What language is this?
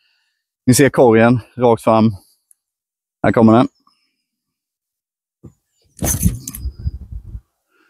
Swedish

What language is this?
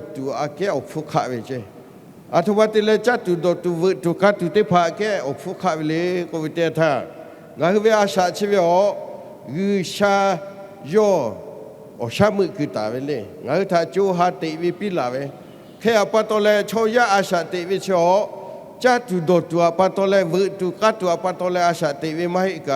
Lahu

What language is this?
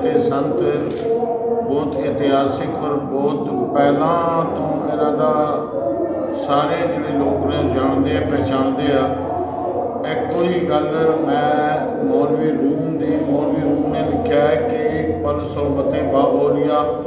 Punjabi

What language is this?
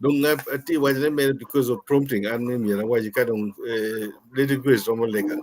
Acoli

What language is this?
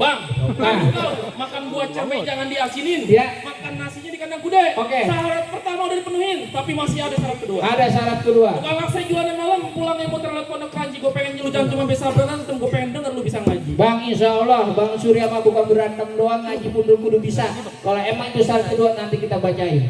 Betawi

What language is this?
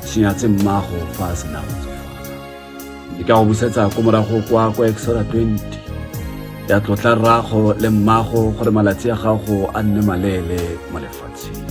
Tswana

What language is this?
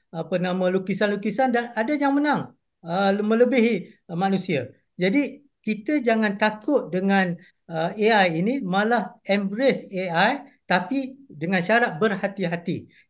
Malay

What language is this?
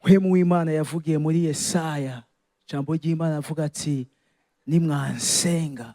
Rundi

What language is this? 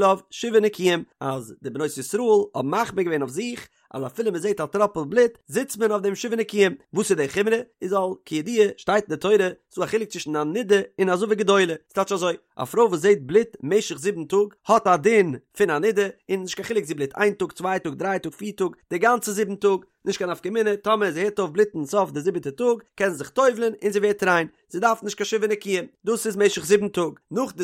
Yiddish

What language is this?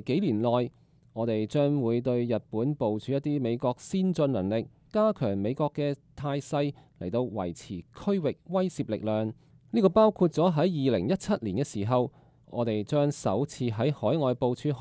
Cantonese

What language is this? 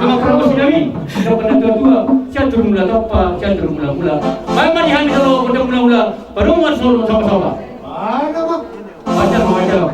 Batak Toba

